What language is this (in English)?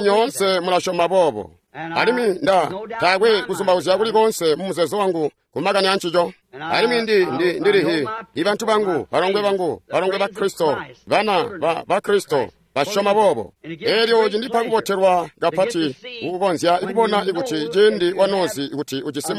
Tonga (Zambia)